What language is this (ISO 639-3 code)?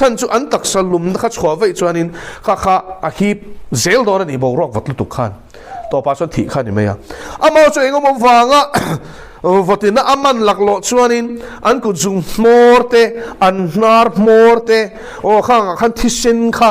lus